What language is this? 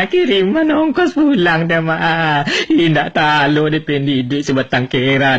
Minangkabau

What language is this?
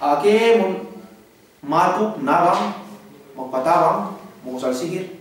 Yakan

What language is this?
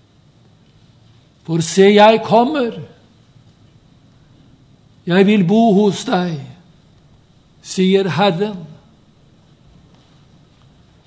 Norwegian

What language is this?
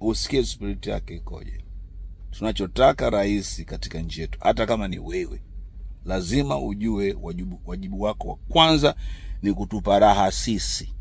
Swahili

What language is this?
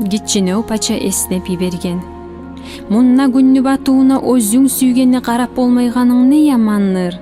Kumyk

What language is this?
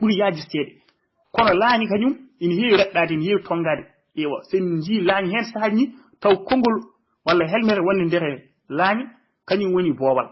Fula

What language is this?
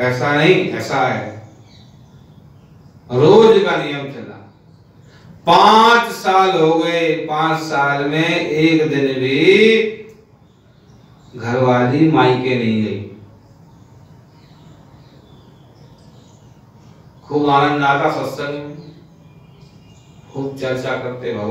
Hindi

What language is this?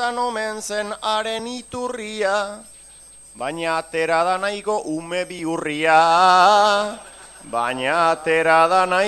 Basque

